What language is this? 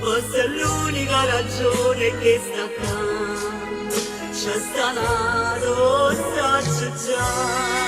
Neapolitan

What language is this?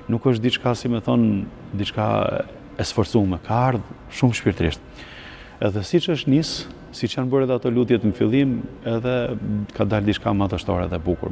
Albanian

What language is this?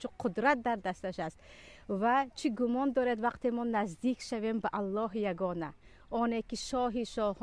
Tajik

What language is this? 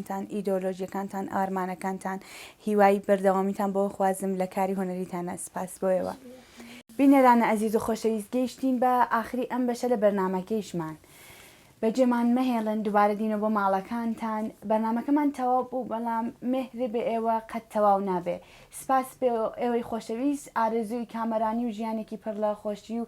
Central Kurdish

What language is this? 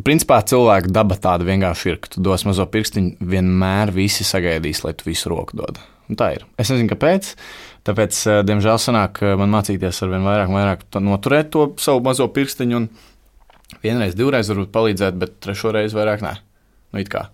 Latvian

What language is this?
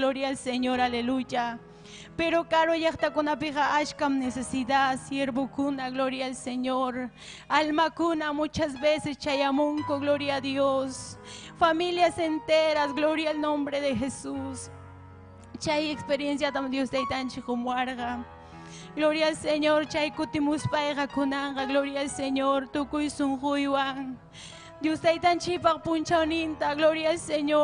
Ayacucho Quechua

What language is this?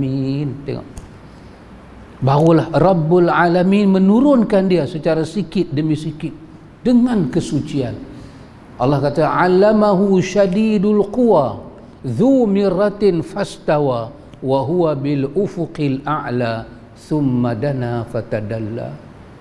Malay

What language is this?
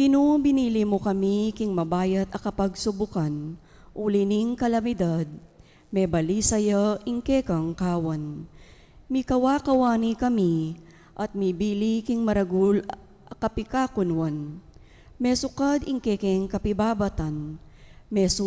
Pampanga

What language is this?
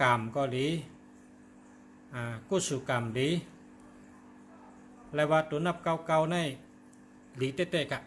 Shan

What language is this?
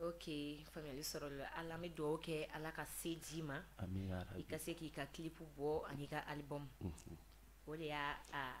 Bambara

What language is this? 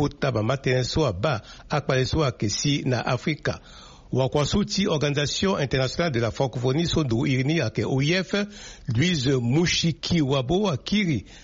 Sango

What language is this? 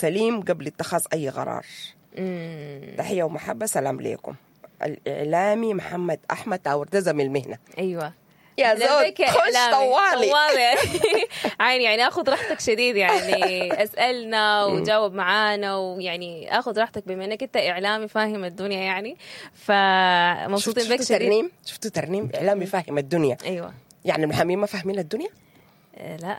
Sudanese Arabic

